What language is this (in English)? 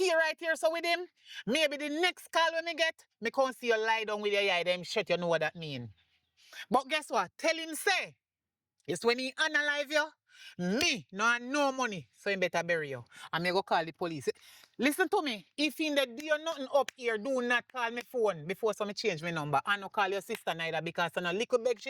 Jamaican Creole English